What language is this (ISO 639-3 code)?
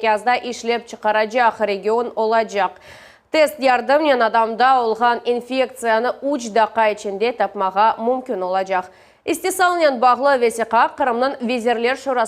crh